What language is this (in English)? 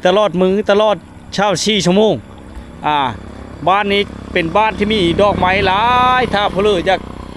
Lao